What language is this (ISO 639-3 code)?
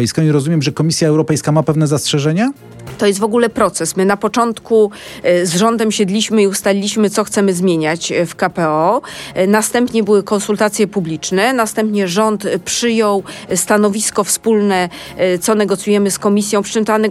pol